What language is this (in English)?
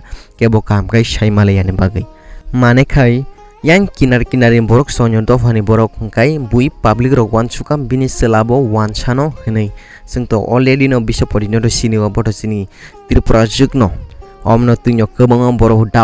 Kok Borok